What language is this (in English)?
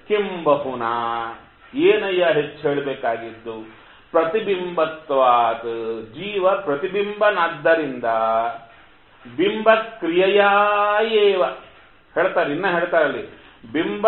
Kannada